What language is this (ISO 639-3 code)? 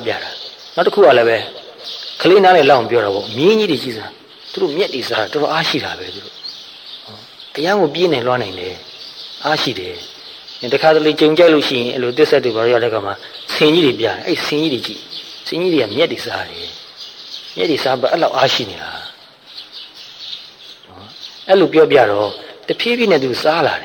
mya